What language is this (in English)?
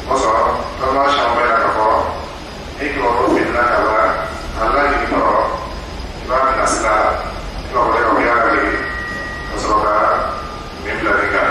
Dyula